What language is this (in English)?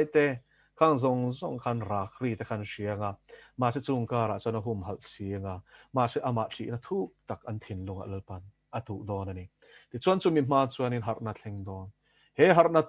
Mizo